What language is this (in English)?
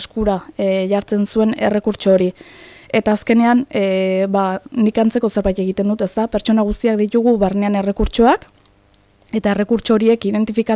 Basque